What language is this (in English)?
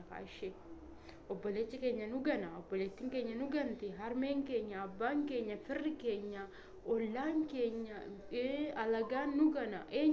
Oromo